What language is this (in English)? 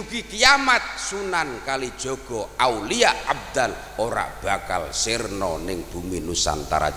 Javanese